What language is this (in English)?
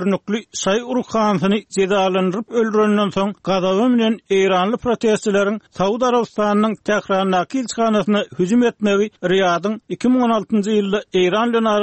Turkmen